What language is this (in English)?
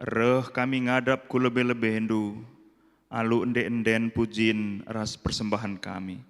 Batak Karo